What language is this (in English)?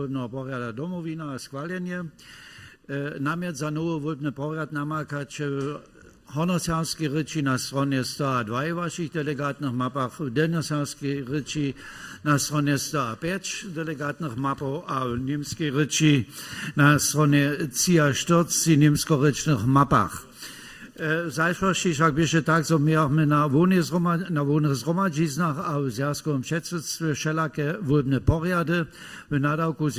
Upper Sorbian